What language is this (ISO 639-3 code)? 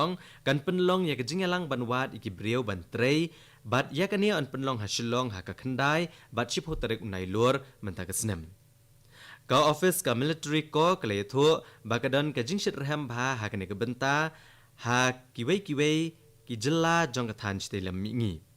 kha